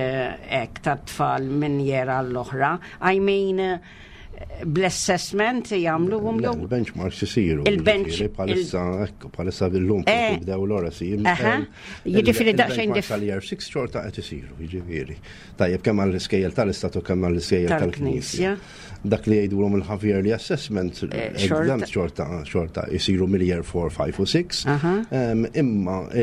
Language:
Maltese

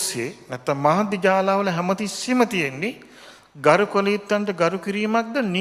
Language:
Sinhala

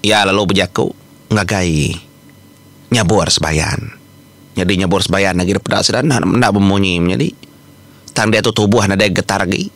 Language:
Iban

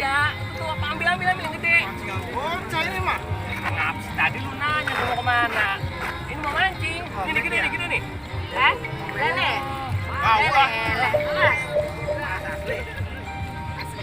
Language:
Betawi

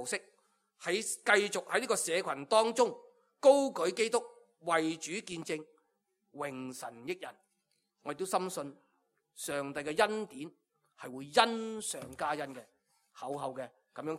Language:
Cantonese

